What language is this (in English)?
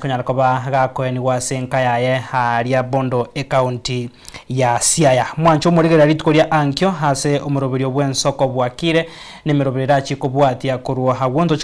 Gusii